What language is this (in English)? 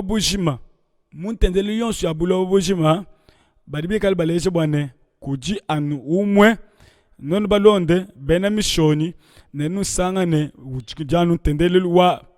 Luba-Lulua